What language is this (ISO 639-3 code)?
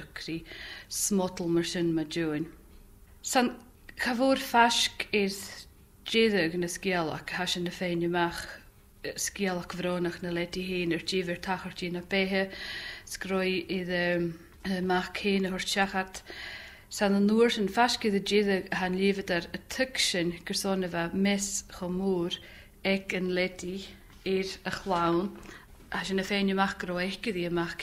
gla